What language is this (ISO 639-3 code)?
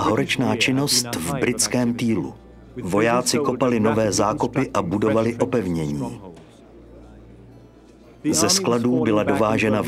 ces